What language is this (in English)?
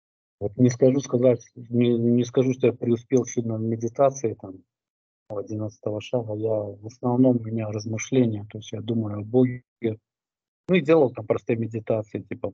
Russian